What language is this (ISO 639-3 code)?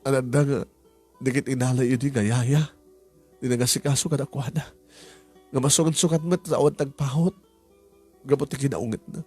ilo